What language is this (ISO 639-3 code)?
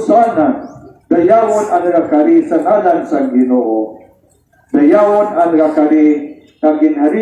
hil